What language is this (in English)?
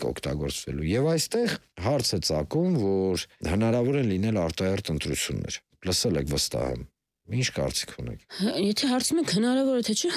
Armenian